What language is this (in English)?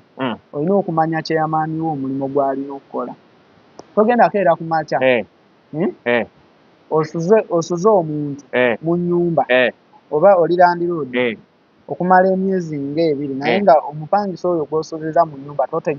Ganda